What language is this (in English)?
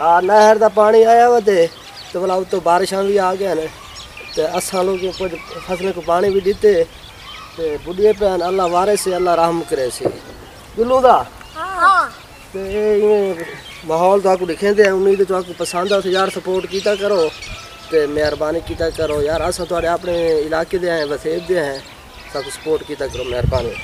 Saraiki